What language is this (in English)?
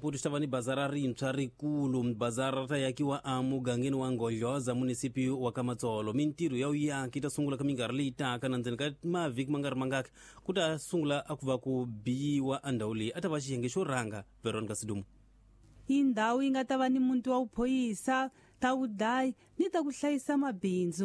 Tsonga